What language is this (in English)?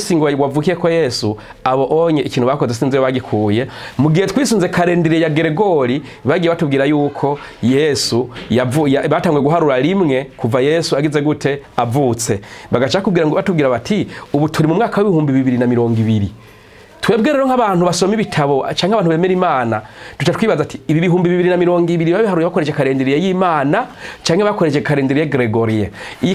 Rundi